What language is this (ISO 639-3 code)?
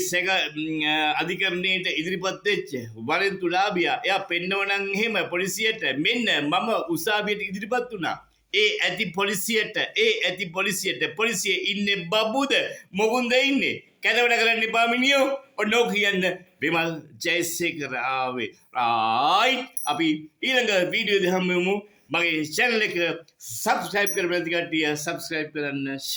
sin